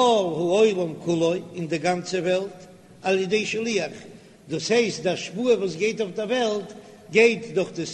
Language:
Yiddish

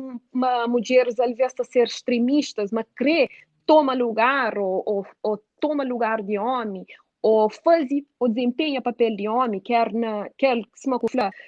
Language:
Kabuverdianu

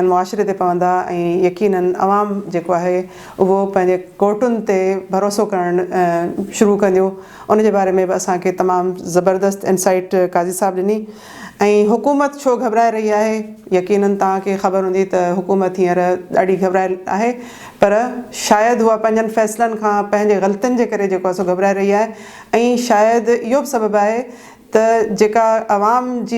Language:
Sindhi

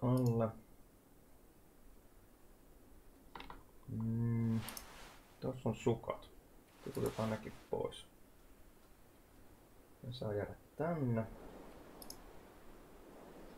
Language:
Finnish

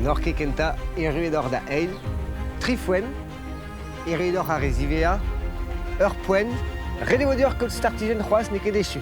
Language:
Breton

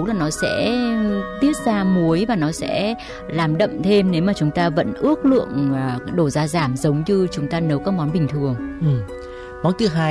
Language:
Vietnamese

